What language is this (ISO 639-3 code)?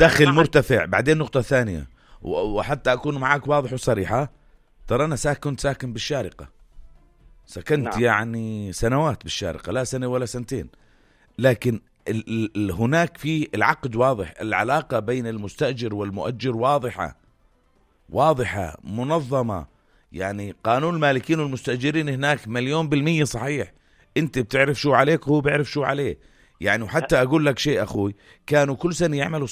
apc